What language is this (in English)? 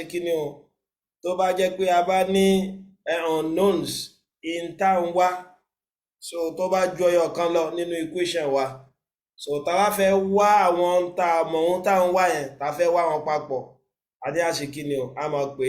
Yoruba